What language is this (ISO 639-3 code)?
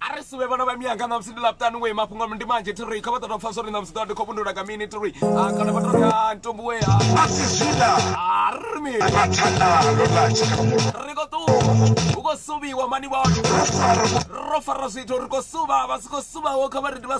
ven